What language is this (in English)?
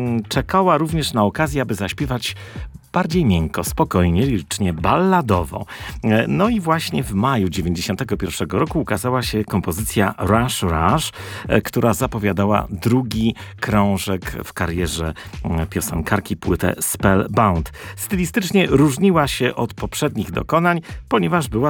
Polish